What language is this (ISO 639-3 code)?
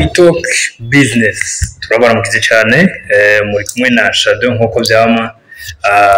run